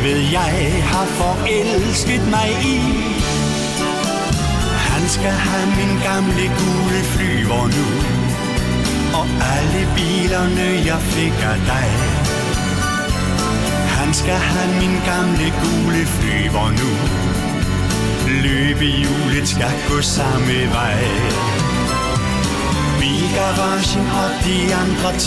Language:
Danish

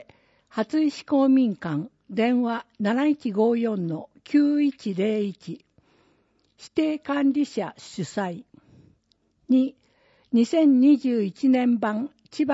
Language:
Japanese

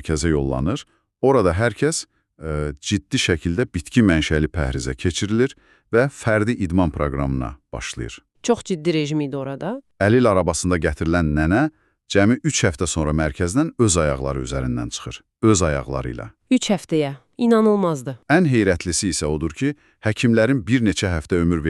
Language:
Azerbaijani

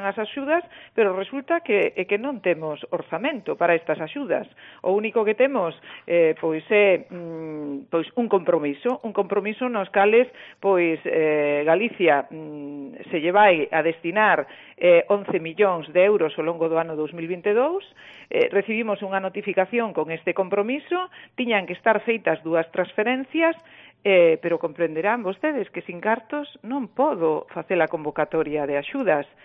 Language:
Galician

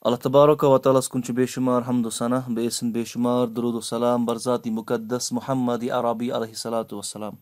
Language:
Kashmiri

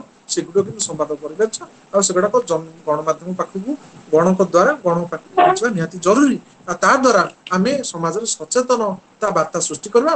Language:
Odia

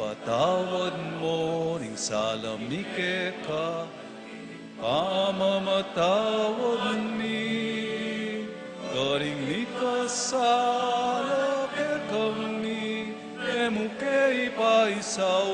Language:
Pampanga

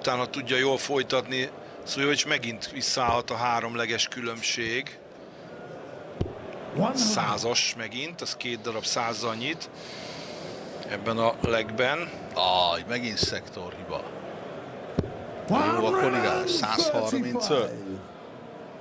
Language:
Hungarian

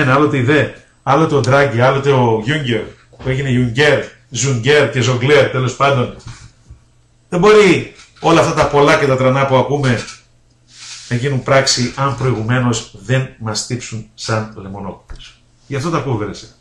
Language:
Greek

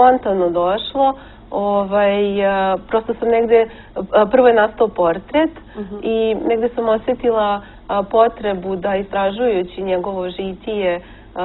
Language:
Serbian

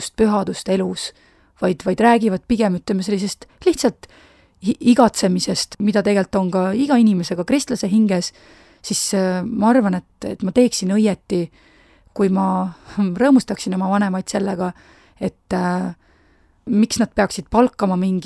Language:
Estonian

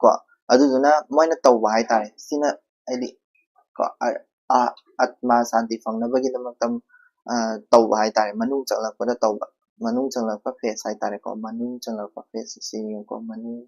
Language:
Manipuri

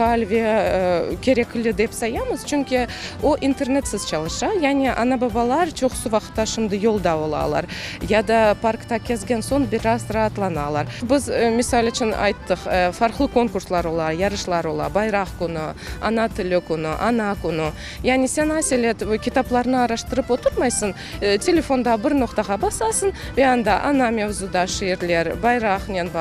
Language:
Crimean Tatar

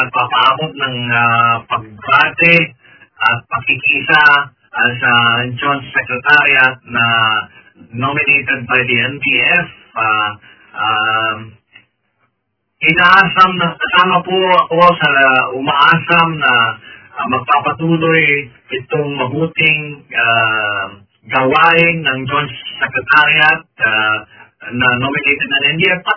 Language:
Filipino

